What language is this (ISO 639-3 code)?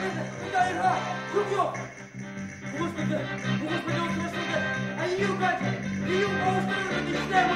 bak